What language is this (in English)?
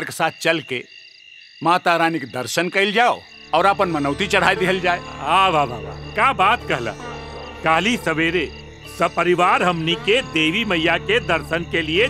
Bhojpuri